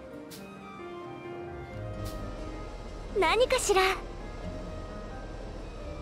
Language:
Japanese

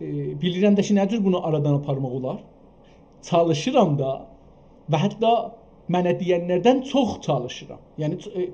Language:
South Azerbaijani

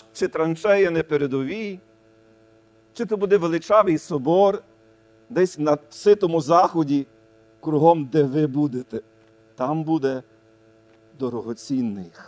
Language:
Ukrainian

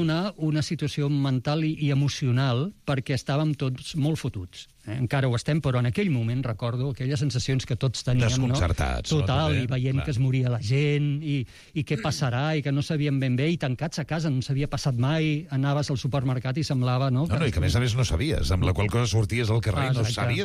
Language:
Catalan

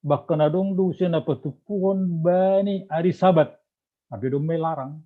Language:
Batak Simalungun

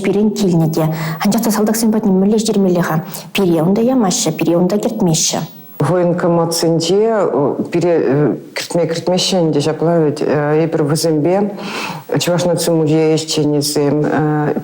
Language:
Chuvash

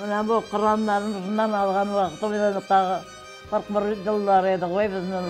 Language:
Crimean Tatar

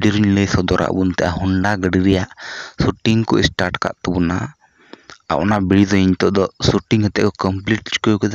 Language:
Santali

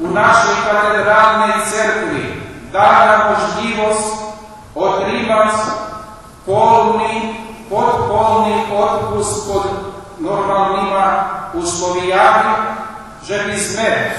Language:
Rusyn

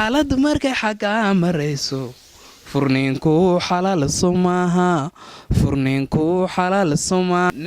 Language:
Somali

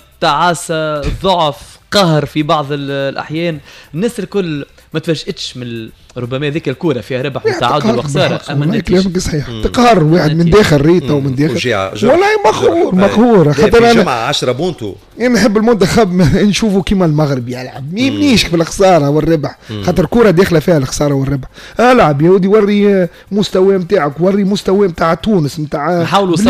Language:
Tunisian Arabic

